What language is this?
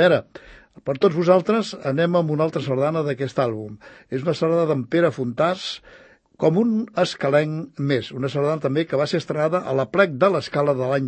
Catalan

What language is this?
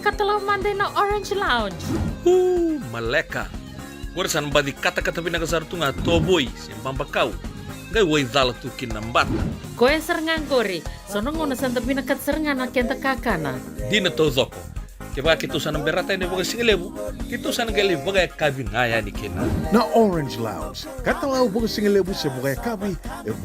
Fijian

